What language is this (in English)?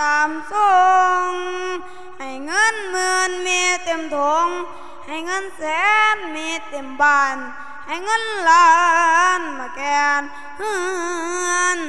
Lao